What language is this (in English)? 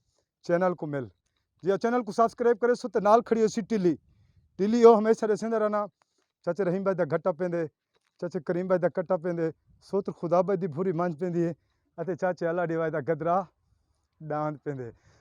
Saraiki